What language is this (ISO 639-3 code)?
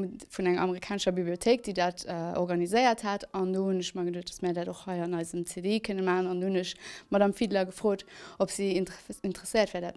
ltz